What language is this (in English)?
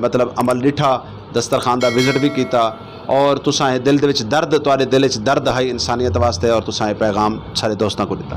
Saraiki